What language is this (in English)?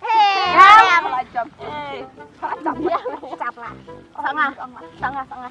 Khasi